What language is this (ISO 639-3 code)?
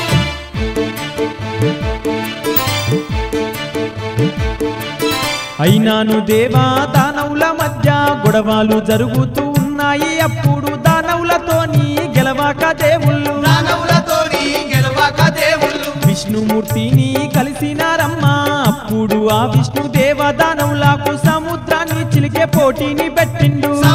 tel